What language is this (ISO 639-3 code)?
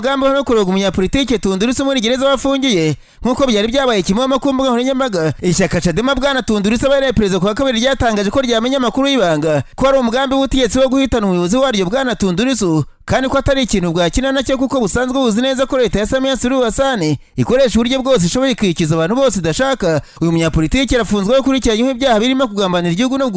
kin